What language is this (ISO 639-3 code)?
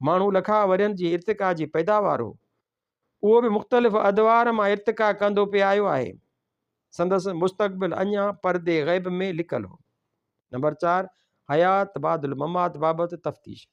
snd